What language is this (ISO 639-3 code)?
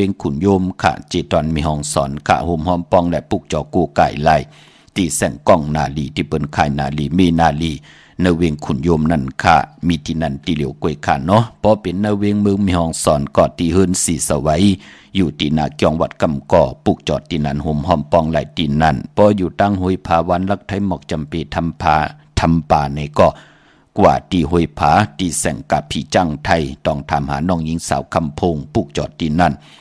shn